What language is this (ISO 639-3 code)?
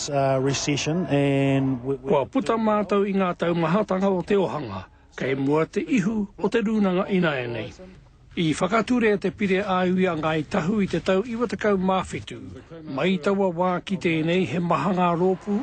mri